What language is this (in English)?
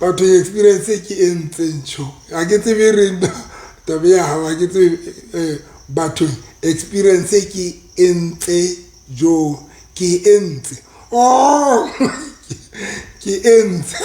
Southern Sotho